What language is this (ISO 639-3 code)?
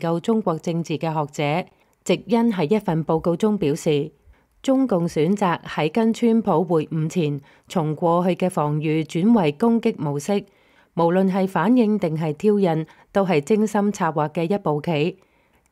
yue